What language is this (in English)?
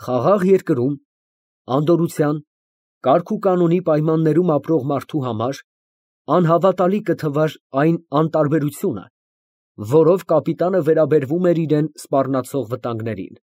Armenian